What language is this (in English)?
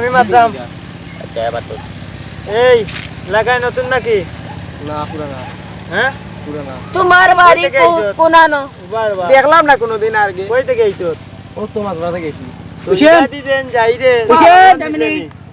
Sylheti